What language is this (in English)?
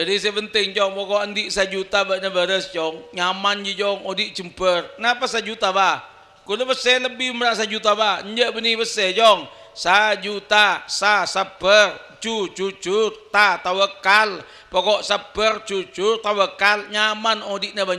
Madurese